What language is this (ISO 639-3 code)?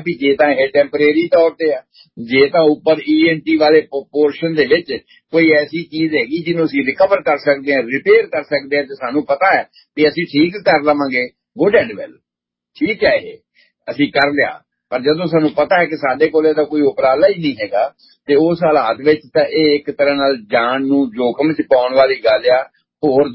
pan